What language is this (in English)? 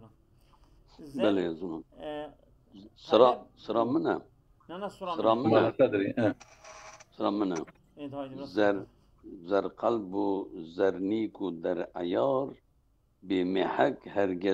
Kurdish